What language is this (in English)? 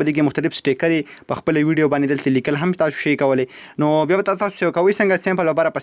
Pashto